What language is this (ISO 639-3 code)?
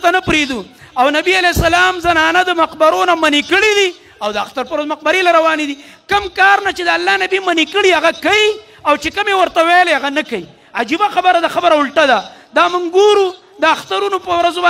pus